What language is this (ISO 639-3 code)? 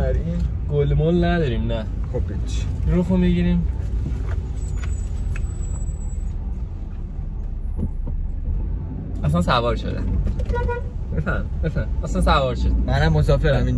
fas